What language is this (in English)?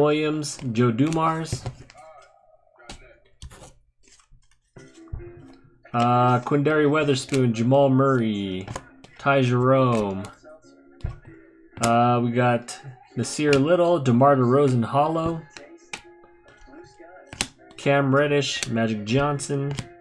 English